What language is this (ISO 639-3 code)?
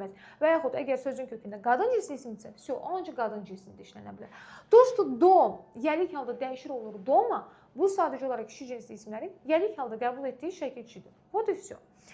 aze